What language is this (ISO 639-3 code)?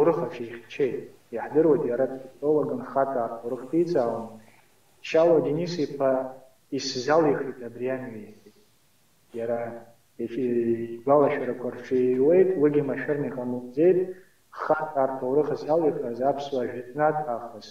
abk